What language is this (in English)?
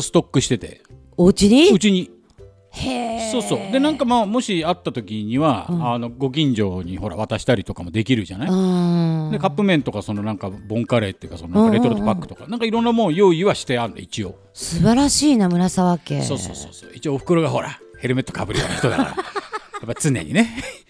Japanese